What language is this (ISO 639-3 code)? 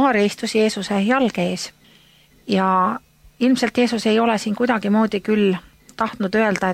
est